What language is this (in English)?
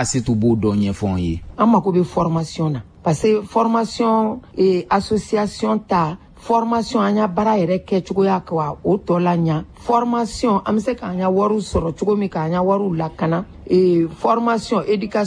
Bambara